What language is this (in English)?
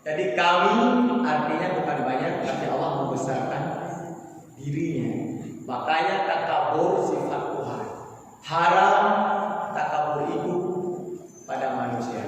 Achinese